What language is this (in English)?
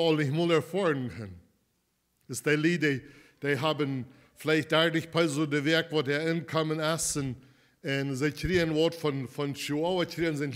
Plautdietsch